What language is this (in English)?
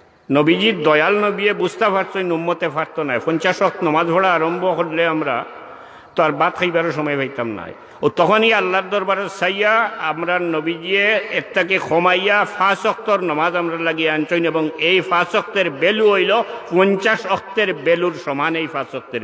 Sylheti